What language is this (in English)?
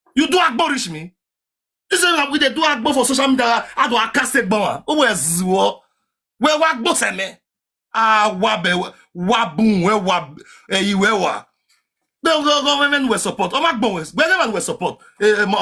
Nigerian Pidgin